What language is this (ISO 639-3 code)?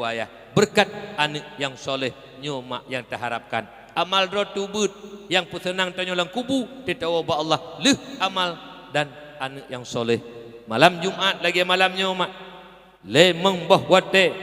ace